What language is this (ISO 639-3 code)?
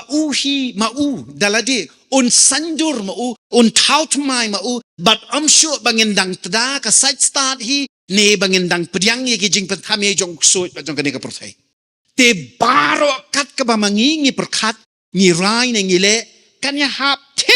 kha